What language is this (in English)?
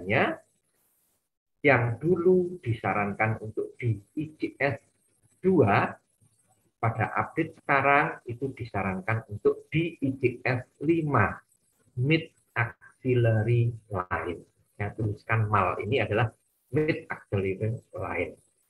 Indonesian